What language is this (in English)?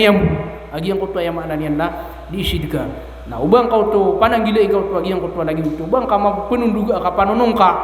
Maranao